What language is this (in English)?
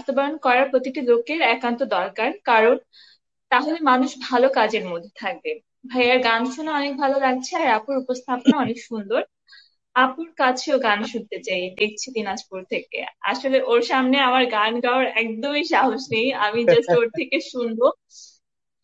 Bangla